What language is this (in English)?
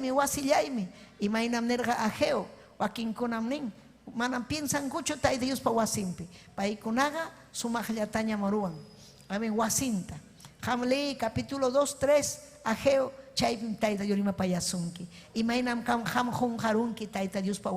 Ayacucho Quechua